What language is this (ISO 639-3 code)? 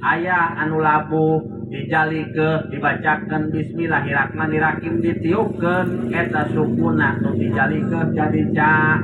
sun